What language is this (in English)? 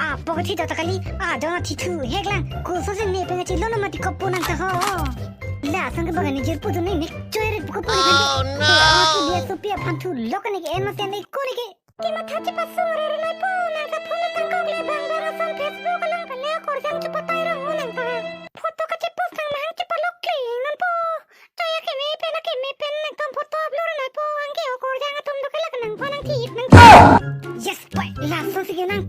Karbi